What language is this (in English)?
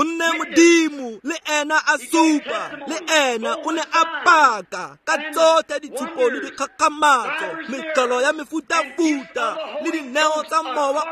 Tswana